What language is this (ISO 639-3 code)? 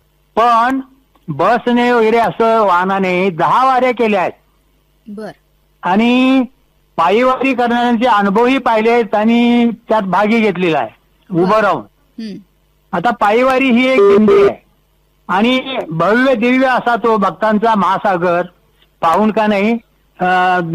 mar